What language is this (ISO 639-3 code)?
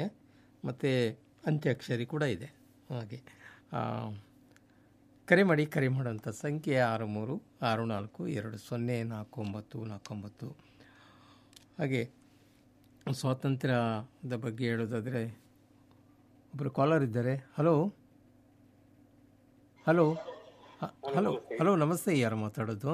kan